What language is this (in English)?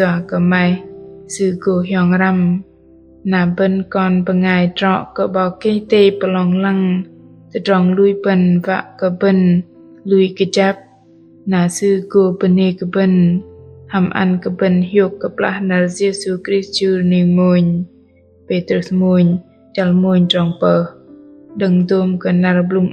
Bahnar